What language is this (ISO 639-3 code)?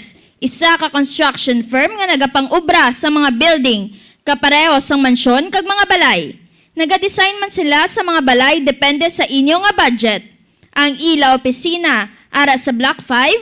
hil